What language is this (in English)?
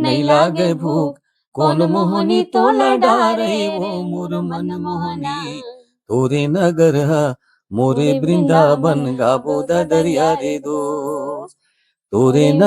Chhattisgarhi